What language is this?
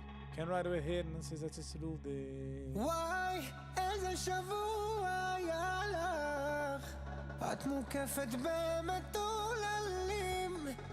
Yiddish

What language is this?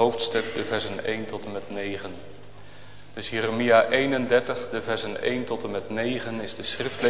Dutch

